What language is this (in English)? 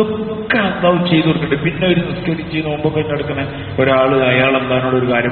Malayalam